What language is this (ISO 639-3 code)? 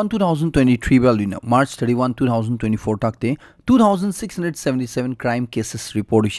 nag